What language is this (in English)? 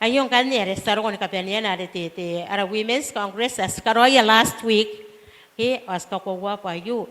Gilbertese